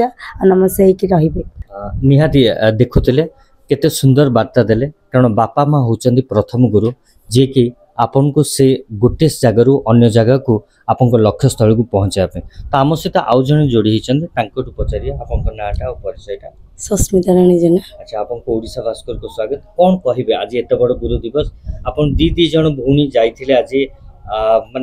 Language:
Odia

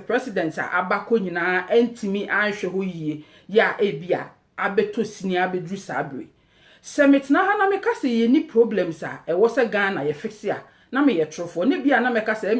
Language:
Akan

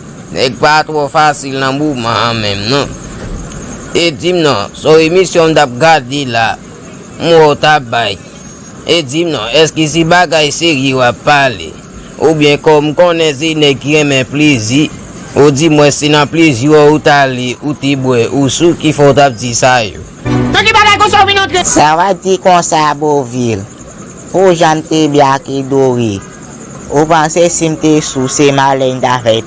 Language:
Haitian Creole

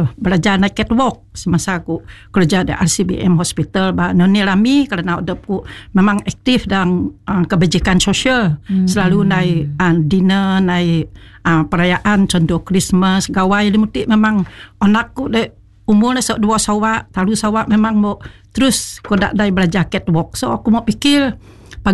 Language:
Malay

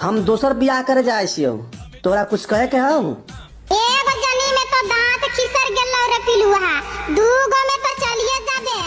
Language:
Magahi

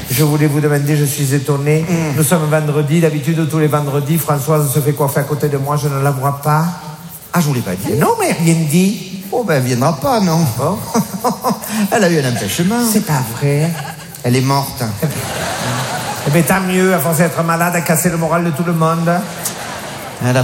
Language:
French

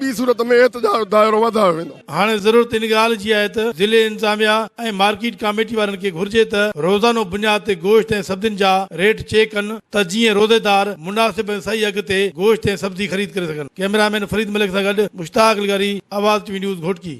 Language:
Sindhi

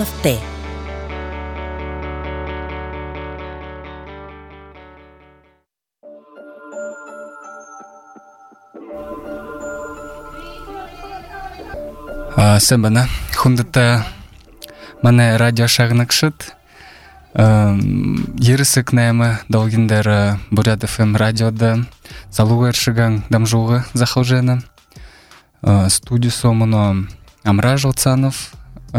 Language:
Buriat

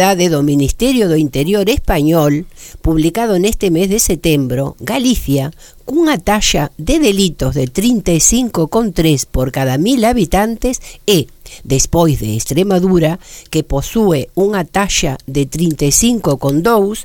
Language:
Galician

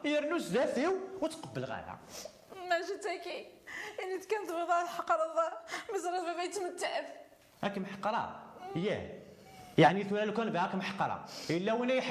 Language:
Kabyle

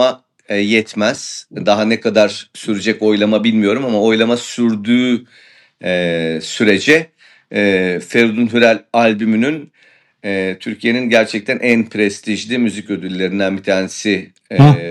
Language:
Turkish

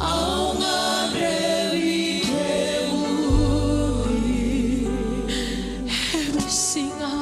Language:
Fijian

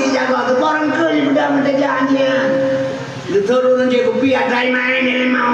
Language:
Achinese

